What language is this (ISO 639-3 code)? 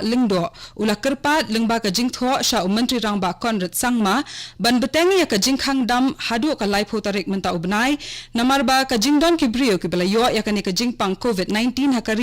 kha